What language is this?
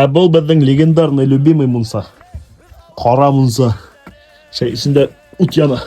Bashkir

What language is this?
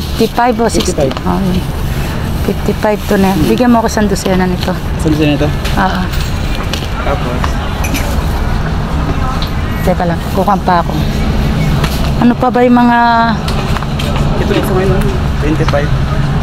Filipino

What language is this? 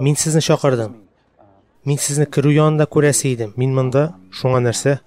Tatar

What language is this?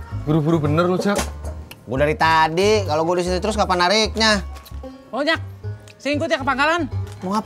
Betawi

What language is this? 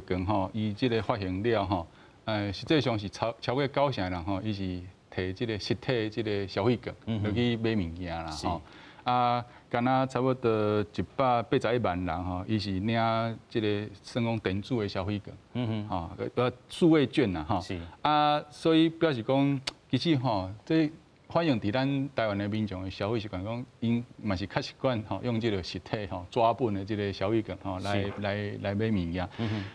Min Nan Chinese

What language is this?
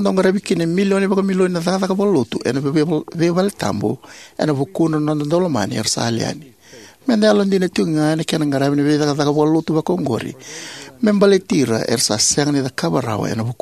Fijian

